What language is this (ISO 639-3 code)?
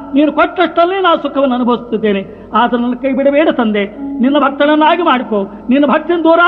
kan